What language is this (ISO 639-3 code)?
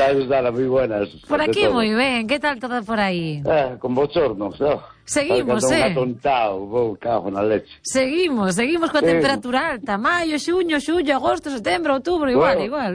glg